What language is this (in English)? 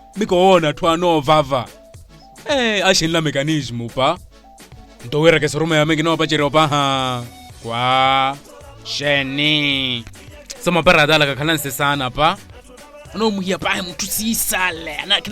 Makhuwa